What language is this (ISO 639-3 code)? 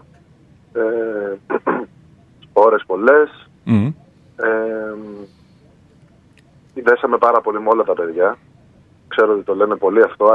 ell